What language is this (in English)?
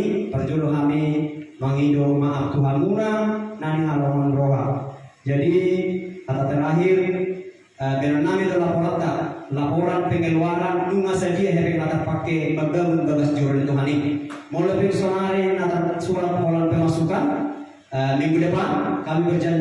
Batak Toba